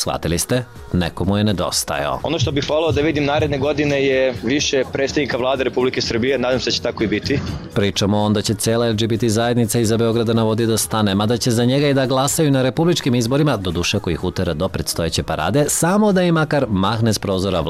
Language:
Serbian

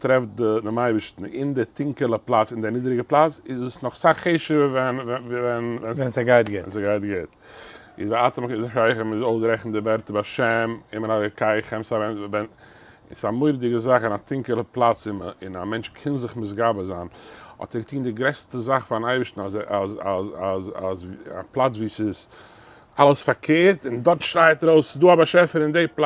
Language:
Yiddish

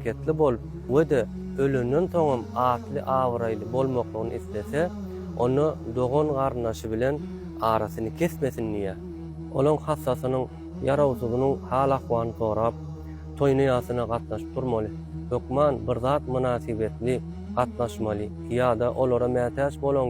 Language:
Turkmen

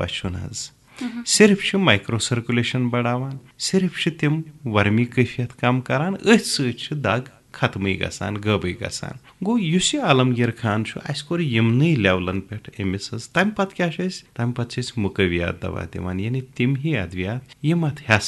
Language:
Kashmiri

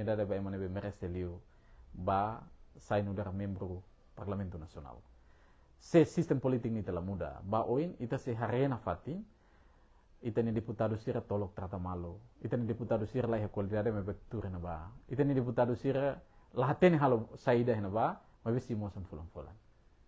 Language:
Tetum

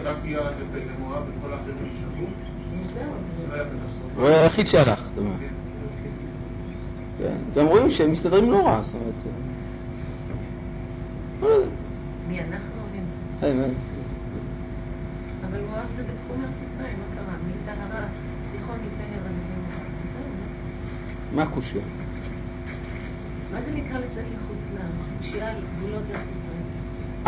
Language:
Hebrew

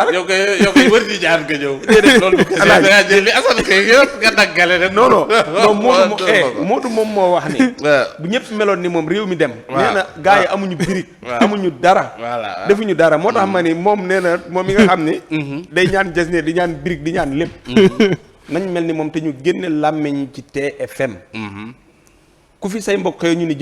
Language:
Wolof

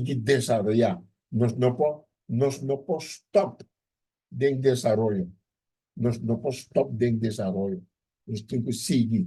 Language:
Papiamento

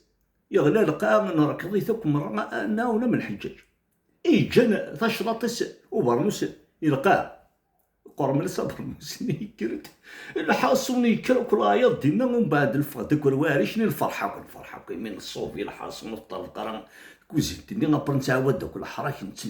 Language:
Kabyle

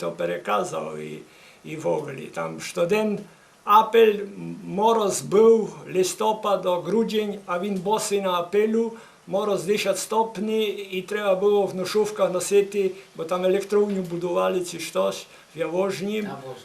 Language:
Rusyn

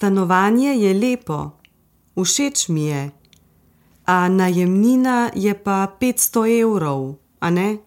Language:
Slovenian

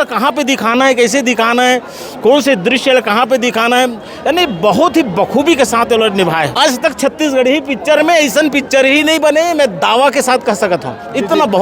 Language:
Chhattisgarhi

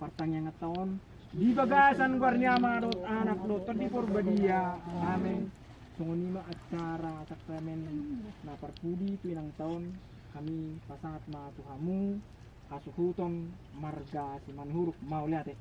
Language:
Batak Toba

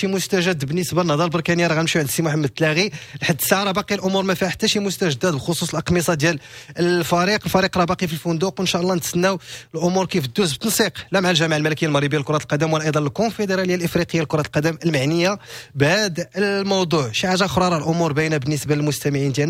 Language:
Moroccan Arabic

